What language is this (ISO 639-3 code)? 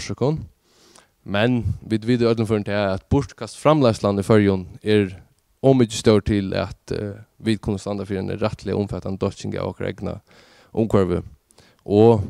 fao